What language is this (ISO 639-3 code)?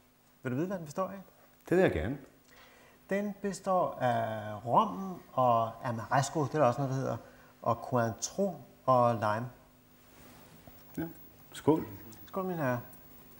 dan